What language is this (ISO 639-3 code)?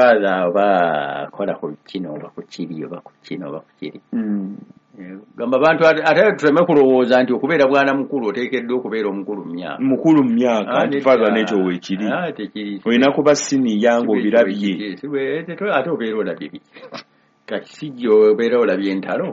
lug